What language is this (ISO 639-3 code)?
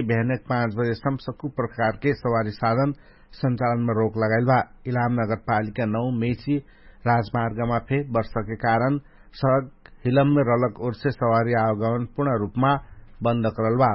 thl